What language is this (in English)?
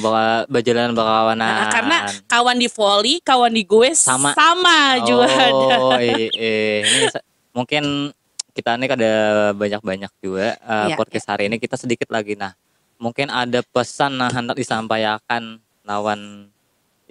Banjar